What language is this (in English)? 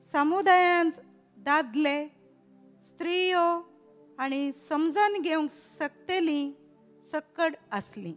Konkani